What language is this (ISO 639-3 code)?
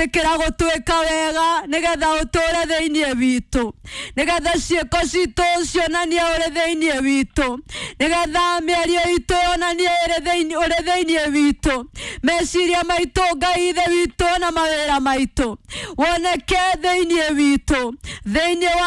kik